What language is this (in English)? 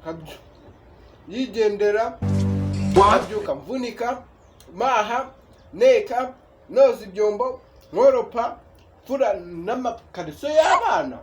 Kinyarwanda